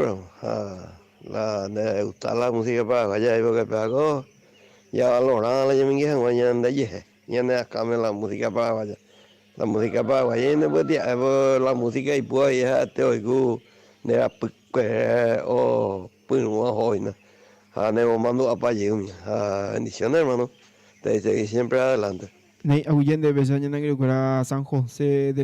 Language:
Guarani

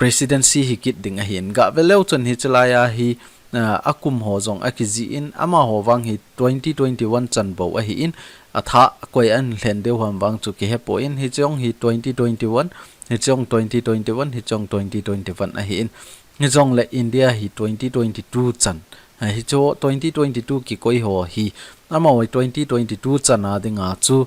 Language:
Thado Chin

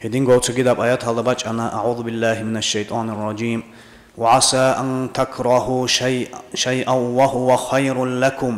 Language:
Avaric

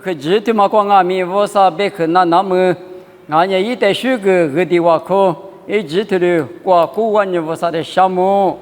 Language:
Lisu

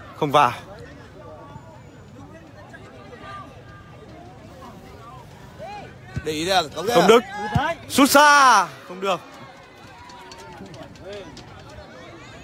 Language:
Vietnamese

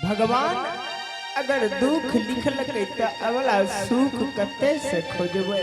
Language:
Angika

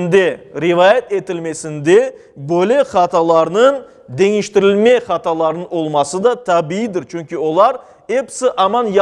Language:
Crimean Tatar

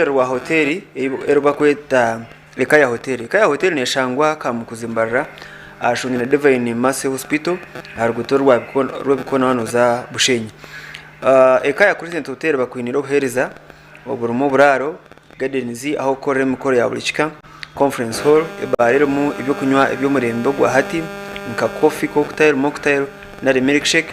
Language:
Nyankole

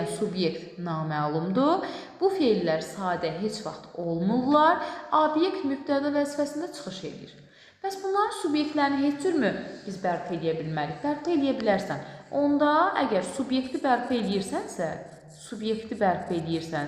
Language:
Azerbaijani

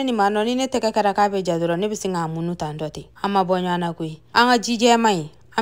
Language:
Bambara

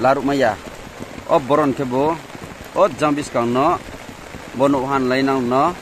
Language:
Riang (India)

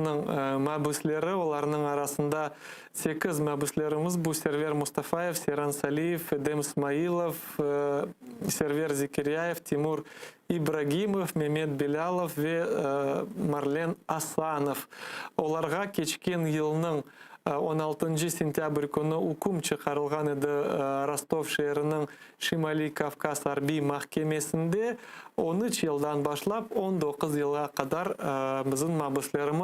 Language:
Crimean Tatar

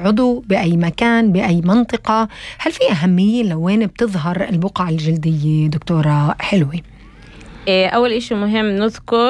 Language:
North Levantine Arabic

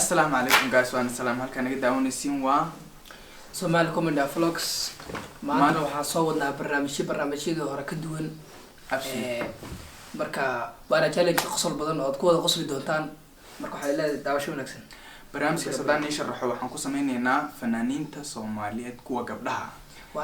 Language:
Somali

